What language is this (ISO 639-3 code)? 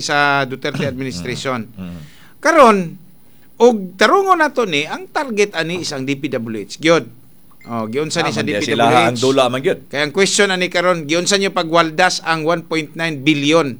ceb